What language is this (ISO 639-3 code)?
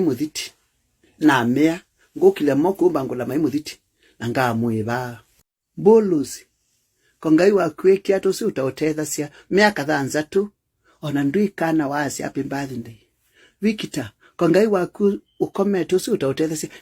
kam